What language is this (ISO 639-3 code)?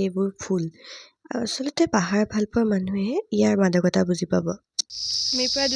asm